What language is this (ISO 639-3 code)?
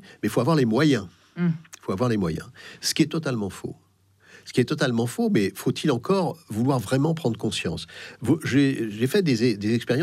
fra